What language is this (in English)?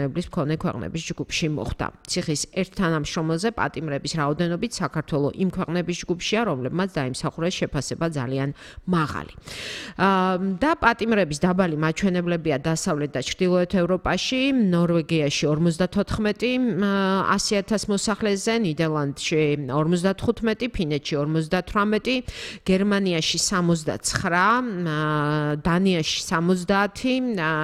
Georgian